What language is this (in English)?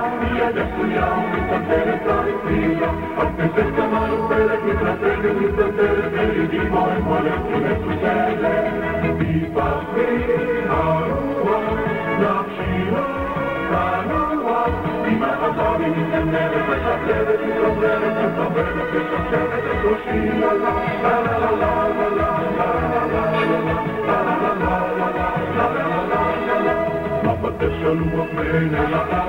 Hebrew